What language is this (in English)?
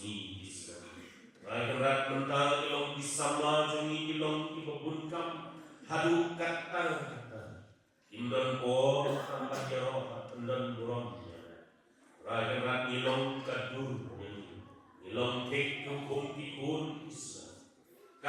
Khasi